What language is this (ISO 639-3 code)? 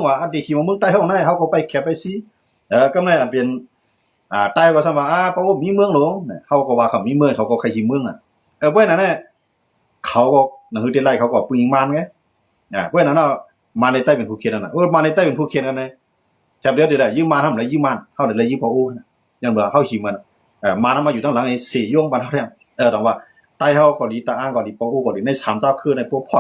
shn